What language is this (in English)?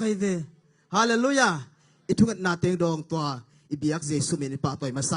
Tedim Chin